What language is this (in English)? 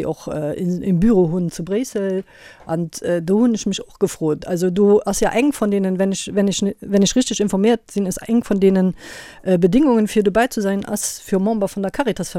Luxembourgish